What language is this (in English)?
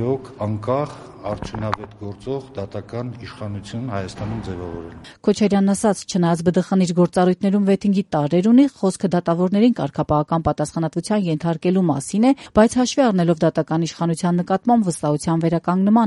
Armenian